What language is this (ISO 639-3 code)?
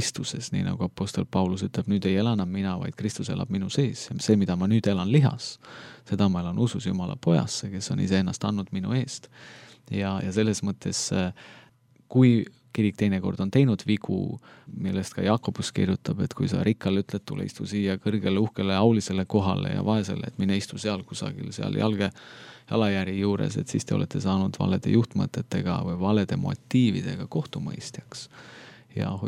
est